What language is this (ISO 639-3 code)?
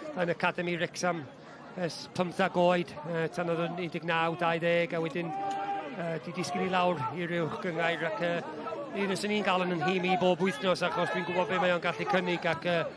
cym